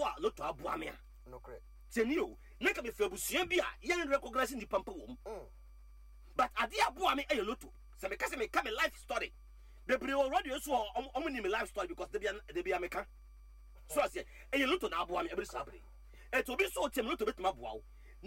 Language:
Akan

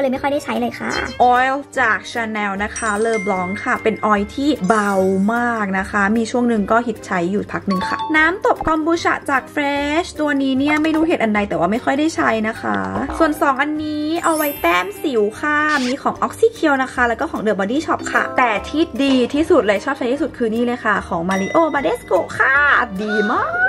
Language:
Thai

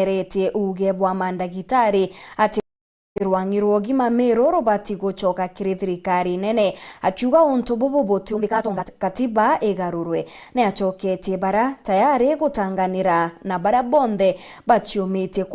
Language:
Meru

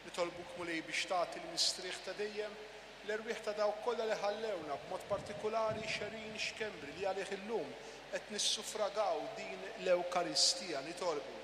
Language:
Maltese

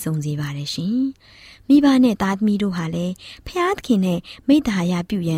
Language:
Burmese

